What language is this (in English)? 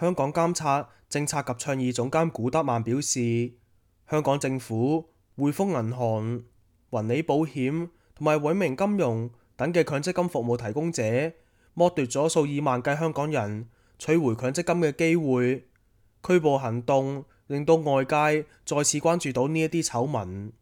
Cantonese